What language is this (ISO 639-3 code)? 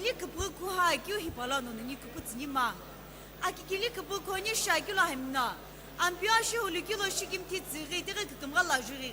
nsm